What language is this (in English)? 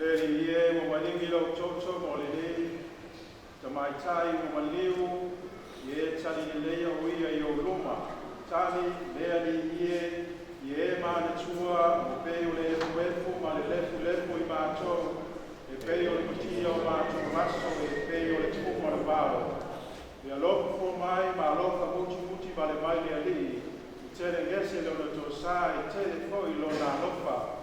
Samoan